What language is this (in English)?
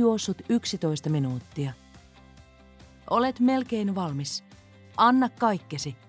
Finnish